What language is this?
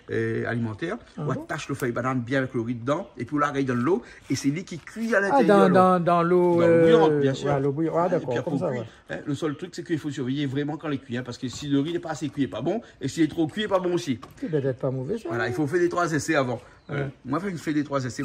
Réunion Creole French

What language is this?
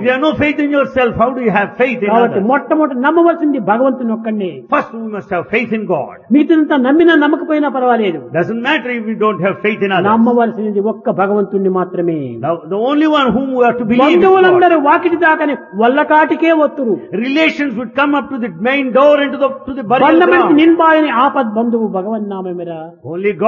Telugu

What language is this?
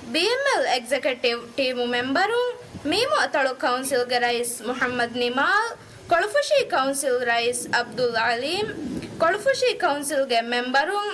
Divehi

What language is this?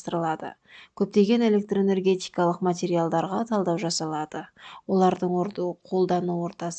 Kazakh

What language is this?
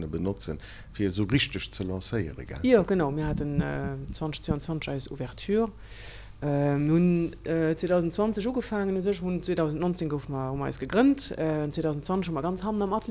Luxembourgish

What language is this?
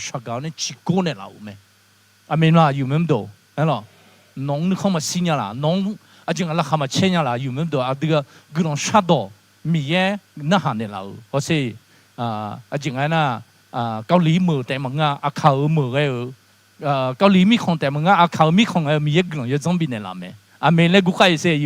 Akha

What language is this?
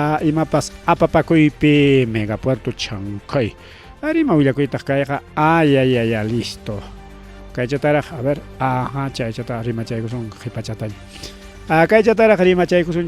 Ayacucho Quechua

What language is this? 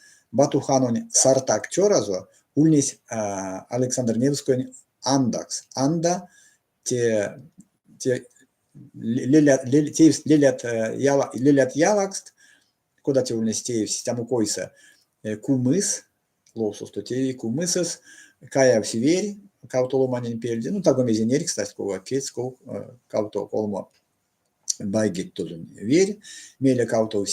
Erzya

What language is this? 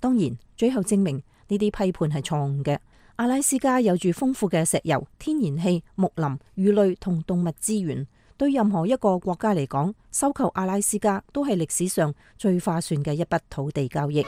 Cantonese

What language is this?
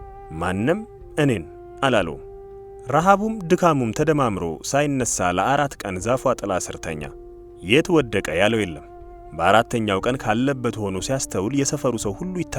Amharic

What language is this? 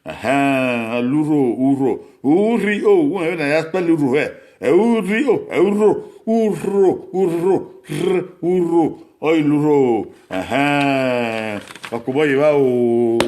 Bini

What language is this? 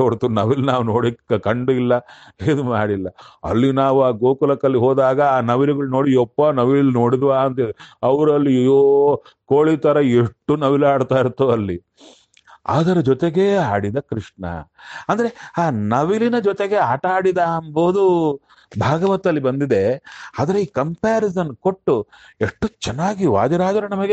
Kannada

